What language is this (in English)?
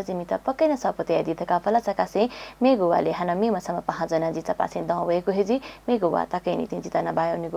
Newari